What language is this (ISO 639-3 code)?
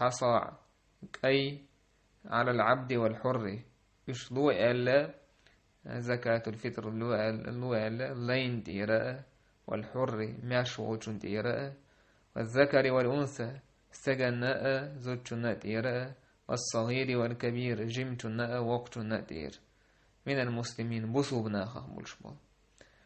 che